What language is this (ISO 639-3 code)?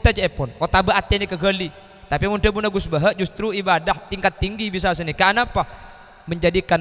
mad